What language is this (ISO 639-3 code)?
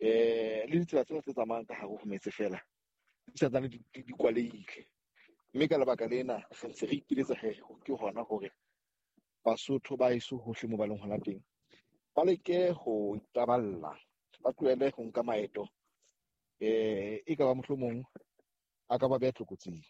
sot